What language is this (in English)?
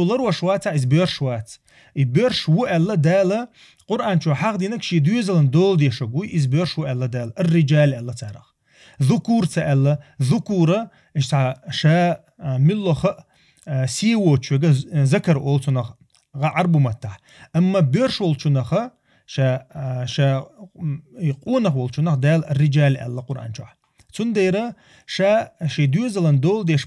Chechen